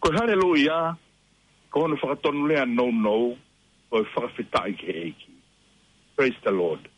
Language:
Tongan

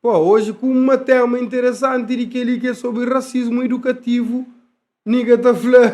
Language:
Kabuverdianu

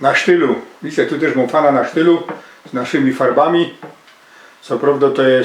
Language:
Silesian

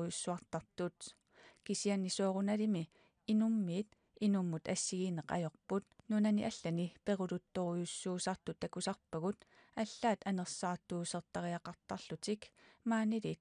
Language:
Kalaallisut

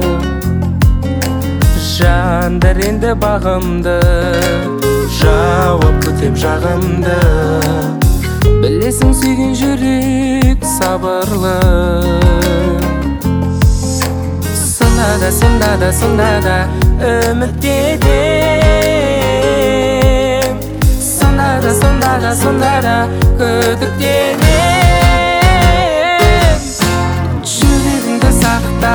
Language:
Kazakh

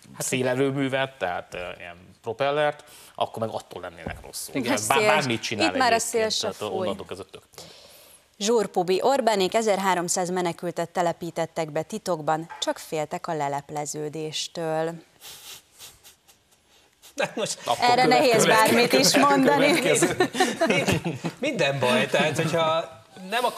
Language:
Hungarian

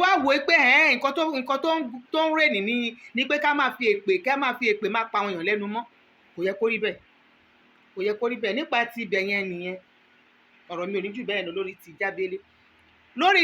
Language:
Yoruba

